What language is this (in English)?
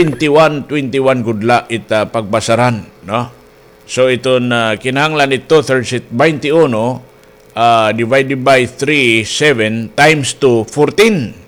Waray